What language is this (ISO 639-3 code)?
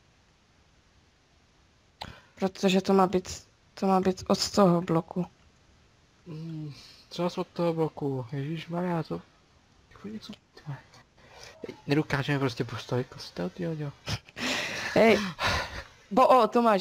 ces